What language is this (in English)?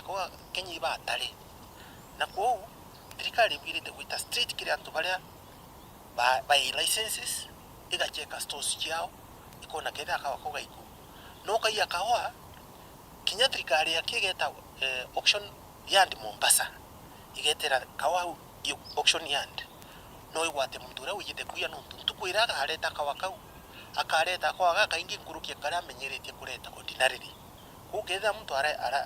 Meru